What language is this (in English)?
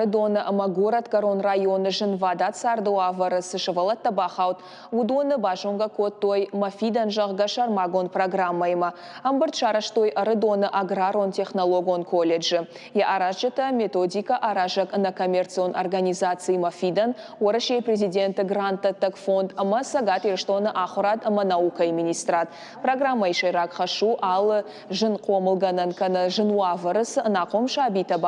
Ossetic